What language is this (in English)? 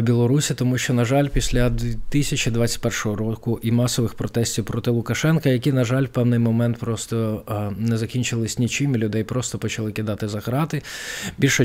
Ukrainian